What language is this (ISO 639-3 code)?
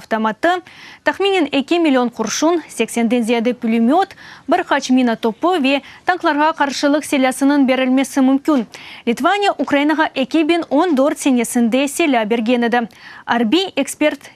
crh